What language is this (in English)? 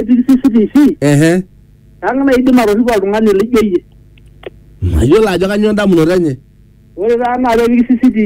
Masai